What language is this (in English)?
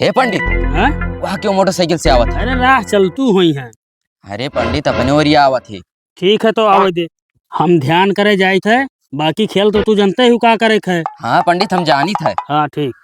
Awadhi